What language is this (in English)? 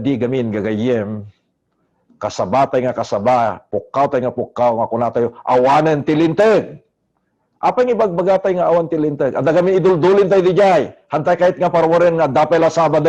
Iloko